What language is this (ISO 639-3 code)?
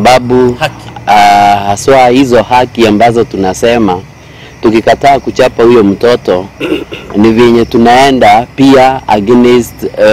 swa